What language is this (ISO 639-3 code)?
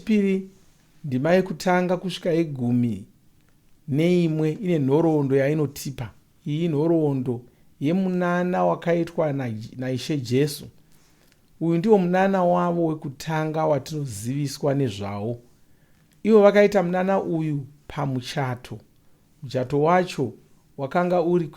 sna